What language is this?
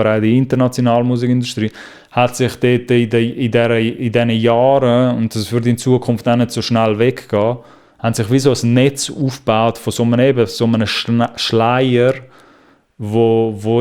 Swiss German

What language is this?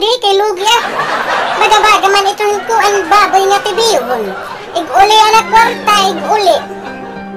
Waray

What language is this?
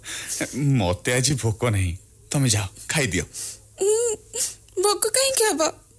Odia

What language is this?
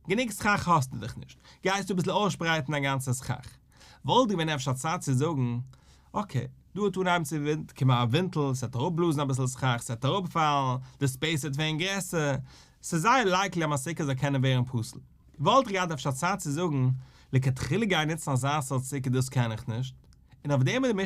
Yiddish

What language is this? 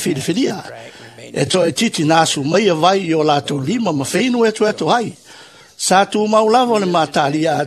Samoan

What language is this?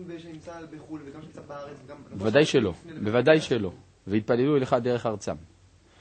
Hebrew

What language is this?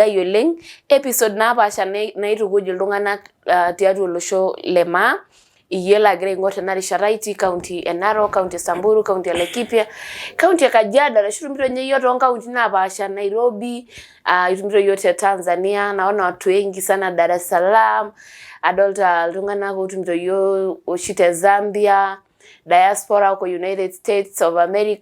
Masai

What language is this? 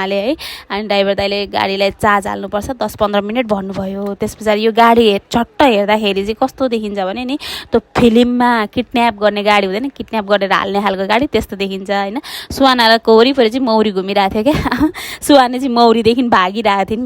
Nepali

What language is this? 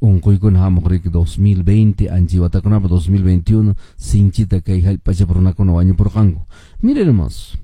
Quechua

